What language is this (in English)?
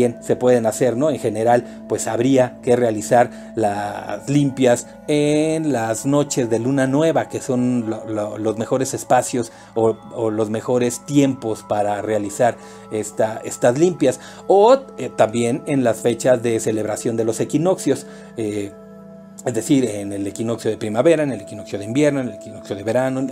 Spanish